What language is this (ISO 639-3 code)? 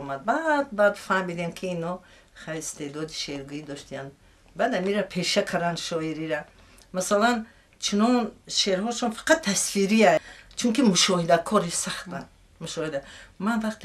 tgk